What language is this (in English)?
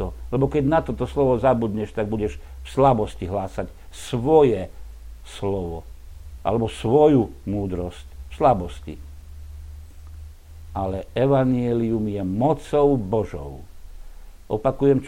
Slovak